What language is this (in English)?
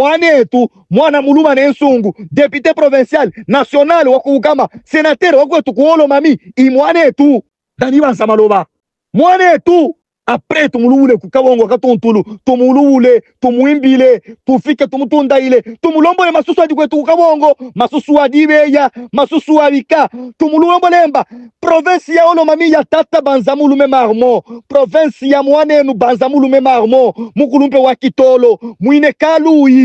Luba-Katanga